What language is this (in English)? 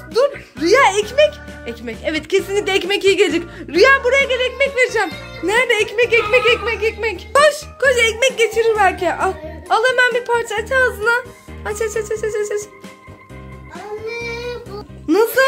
Turkish